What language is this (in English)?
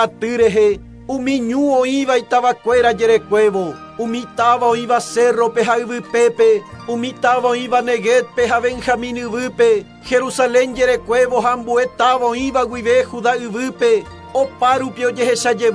Guarani